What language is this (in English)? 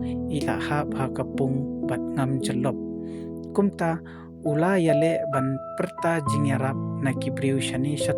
Khasi